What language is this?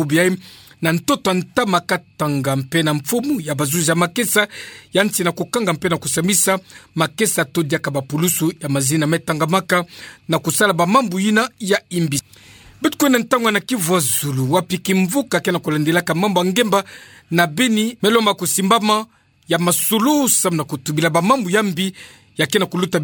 Kituba (Democratic Republic of Congo)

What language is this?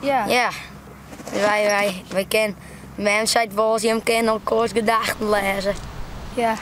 Western Frisian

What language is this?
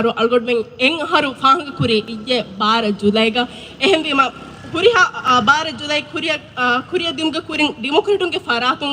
Divehi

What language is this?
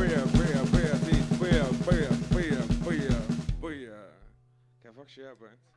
Faroese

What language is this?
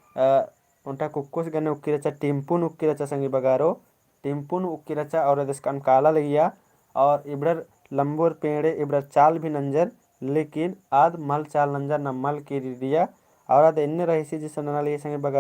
Kurukh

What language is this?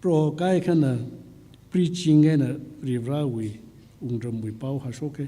Tangkhul Naga (India)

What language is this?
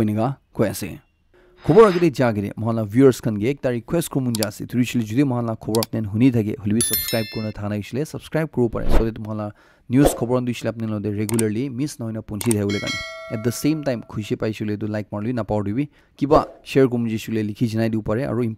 Naga Pidgin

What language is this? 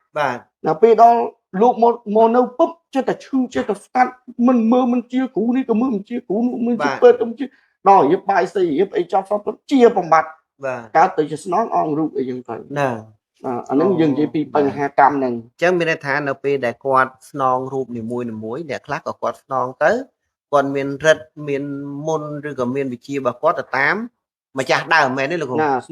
Khmer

